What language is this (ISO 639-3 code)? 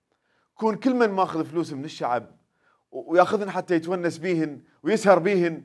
acm